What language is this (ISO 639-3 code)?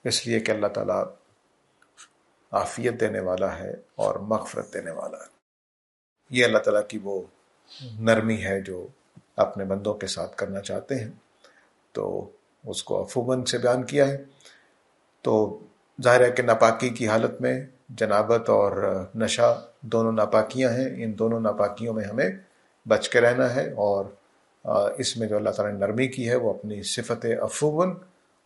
urd